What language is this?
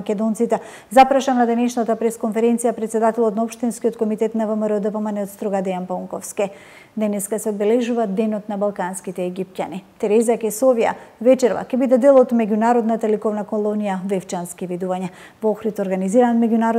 Macedonian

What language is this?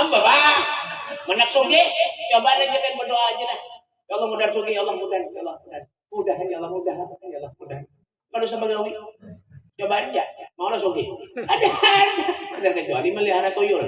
Banjar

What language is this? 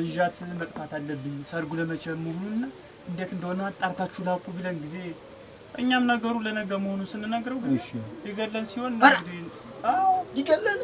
Amharic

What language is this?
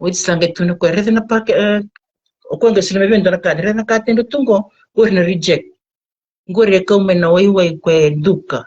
Fijian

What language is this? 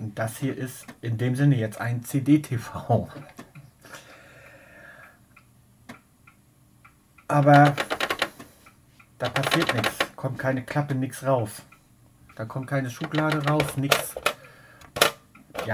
German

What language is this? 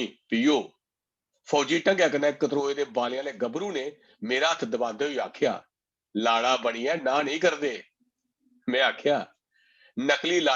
Dogri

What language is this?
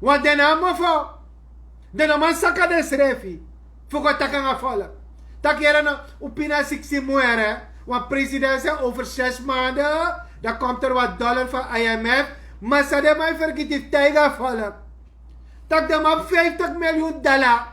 Sranan Tongo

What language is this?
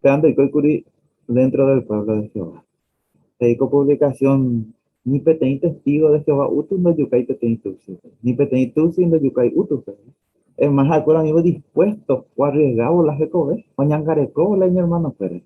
Guarani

